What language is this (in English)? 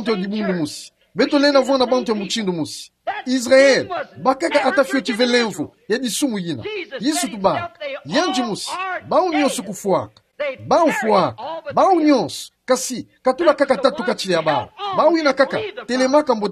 Kituba (Democratic Republic of Congo)